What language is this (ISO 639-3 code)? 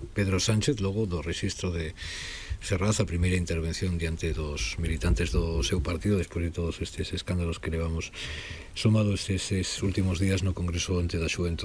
glg